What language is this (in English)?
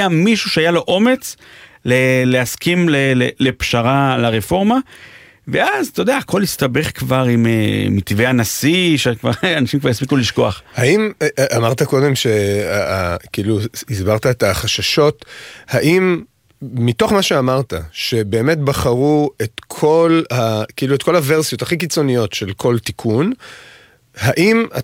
Hebrew